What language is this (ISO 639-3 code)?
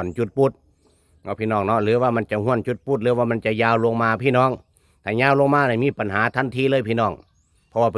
tts